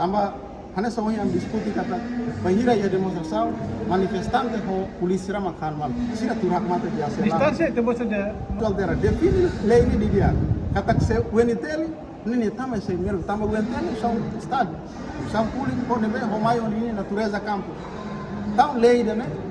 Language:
Tetum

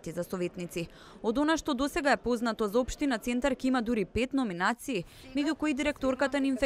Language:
Macedonian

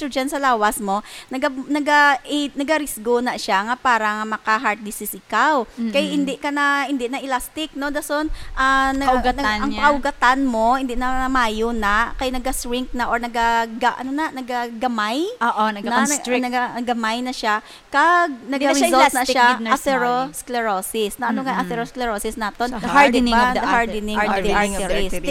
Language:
Hiligaynon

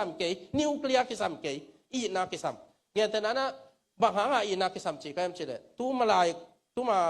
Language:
Tedim Chin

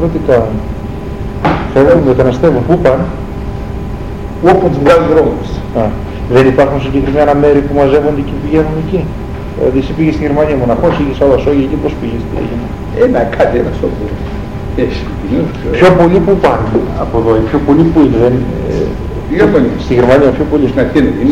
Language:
Greek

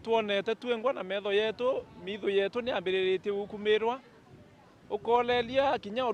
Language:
Meru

